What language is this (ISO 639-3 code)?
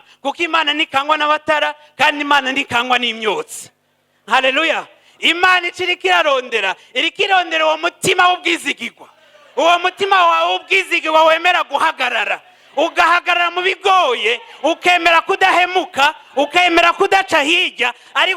run